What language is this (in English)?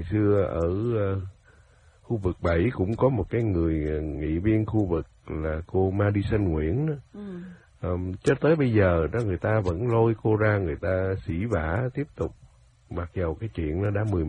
Vietnamese